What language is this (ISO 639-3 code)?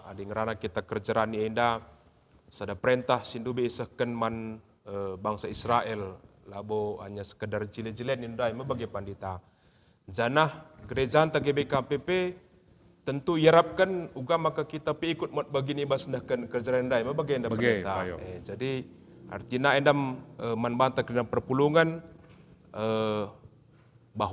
btx